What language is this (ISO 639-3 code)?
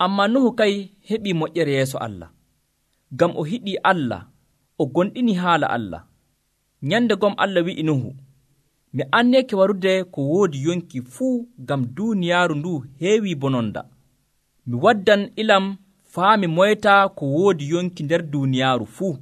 fuv